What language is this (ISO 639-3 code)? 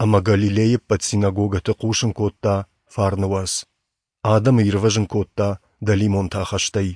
oss